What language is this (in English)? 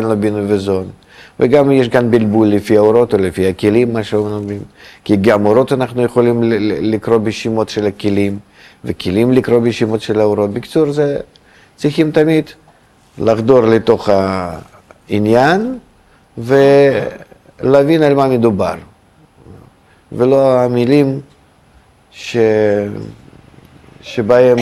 Hebrew